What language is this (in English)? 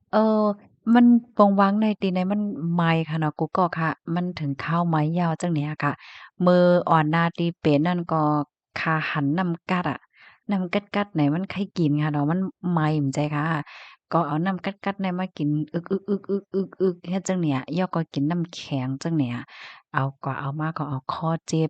Shan